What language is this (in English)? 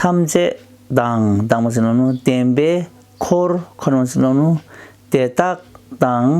Tibetan